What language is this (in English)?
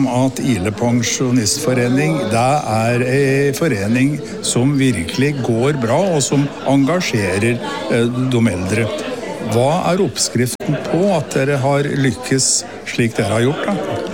Norwegian